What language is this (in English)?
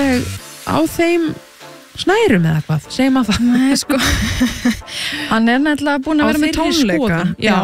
Icelandic